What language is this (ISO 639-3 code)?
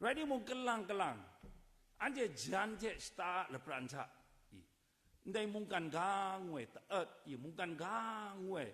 kac